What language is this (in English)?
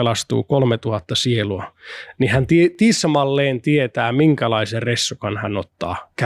Finnish